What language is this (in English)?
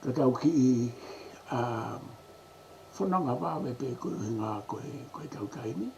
Tongan